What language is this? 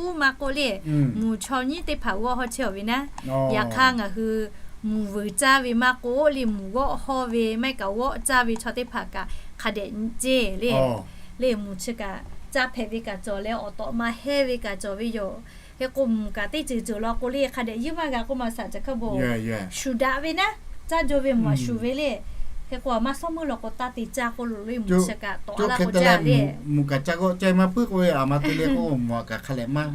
Lahu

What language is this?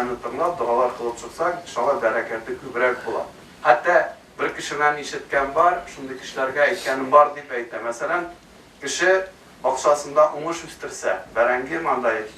Tatar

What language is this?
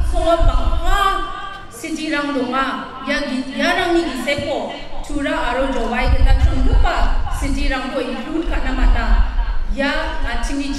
Garo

